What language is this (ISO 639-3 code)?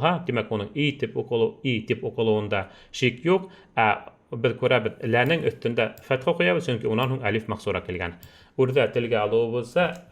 bak